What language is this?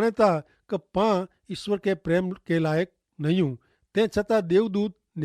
Kachhi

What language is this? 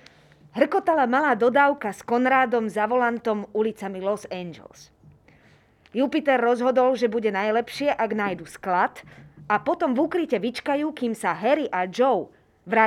Slovak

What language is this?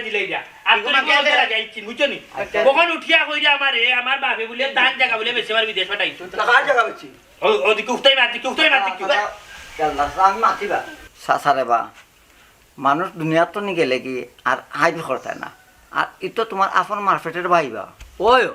Sylheti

